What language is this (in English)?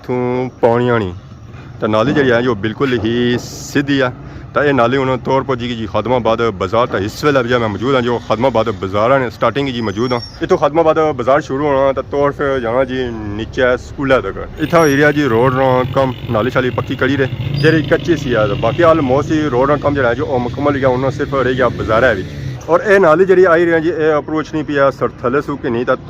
Pahari-Potwari